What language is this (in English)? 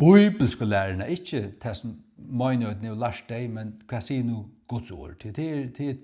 Faroese